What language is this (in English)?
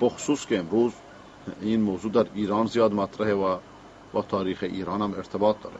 Persian